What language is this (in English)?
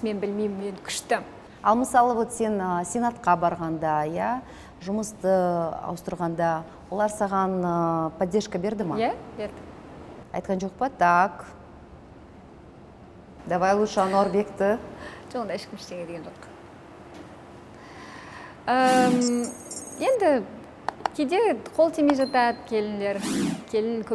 Kazakh